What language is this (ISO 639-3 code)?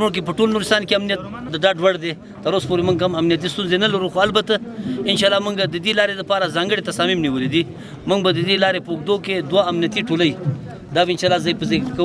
pus